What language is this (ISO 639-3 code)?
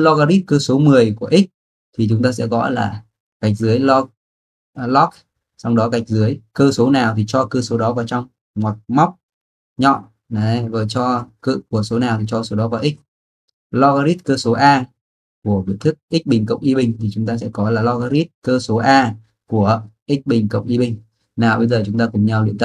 vie